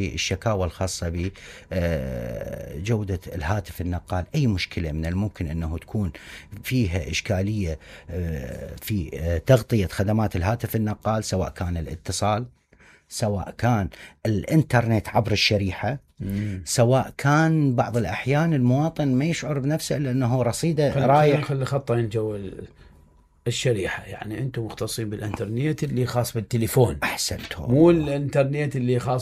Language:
Mesopotamian Arabic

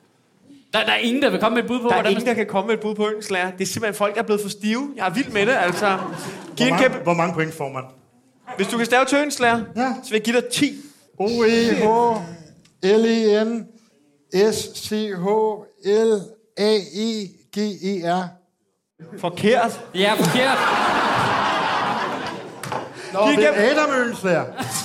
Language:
Danish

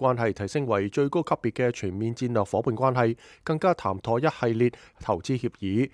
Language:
Cantonese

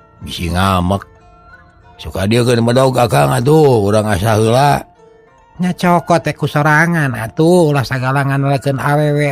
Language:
Sundanese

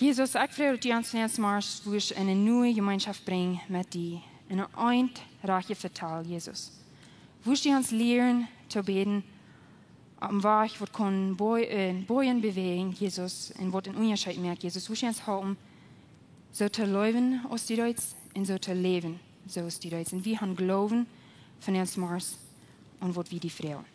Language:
Plautdietsch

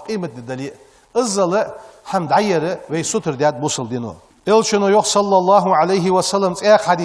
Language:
Ingush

